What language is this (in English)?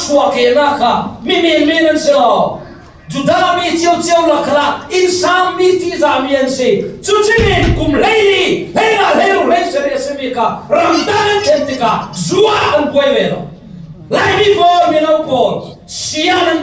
Falam Chin